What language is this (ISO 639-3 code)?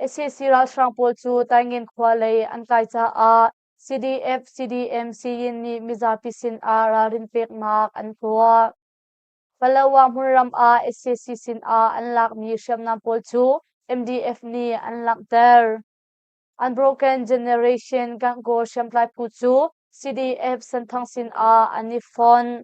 cnh